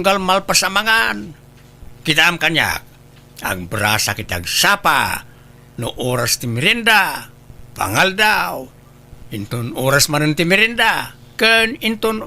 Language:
Iloko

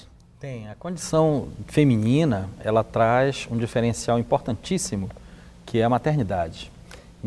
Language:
Portuguese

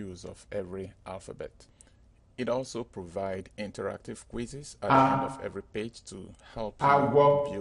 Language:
Igbo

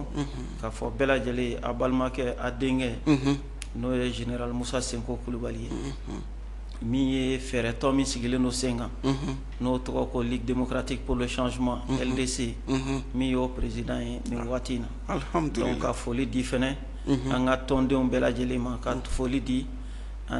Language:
Bambara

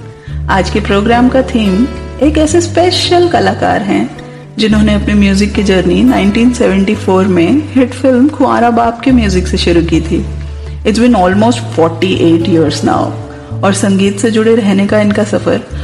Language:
Hindi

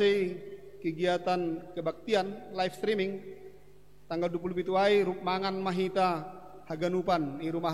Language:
Batak Simalungun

